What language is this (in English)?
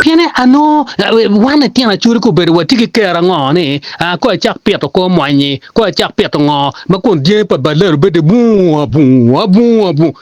Acoli